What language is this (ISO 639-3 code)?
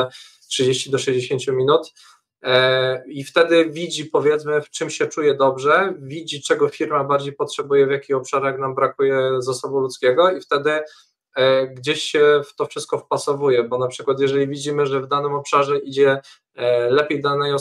pol